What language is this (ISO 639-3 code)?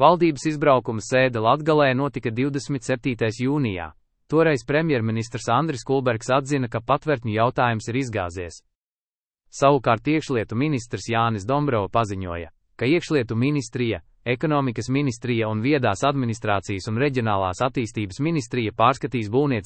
lav